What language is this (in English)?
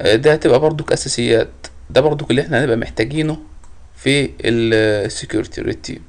Egyptian Arabic